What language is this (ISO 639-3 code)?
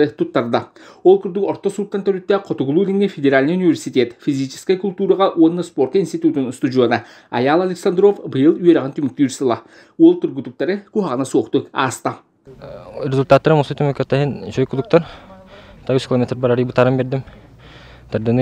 sah